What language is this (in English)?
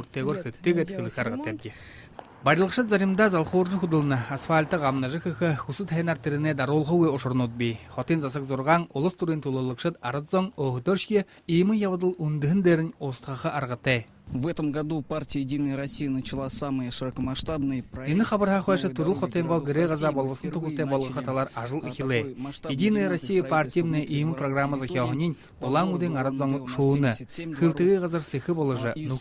Buriat